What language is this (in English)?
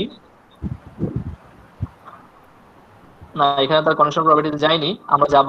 Bangla